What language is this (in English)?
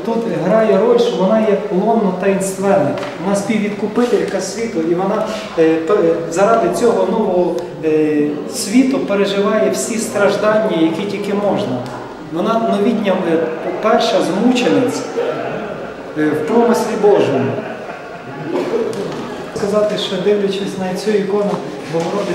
Ukrainian